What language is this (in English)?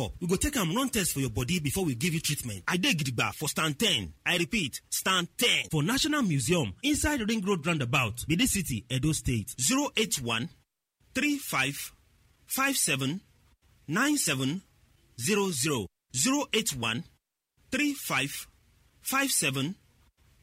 Nigerian Pidgin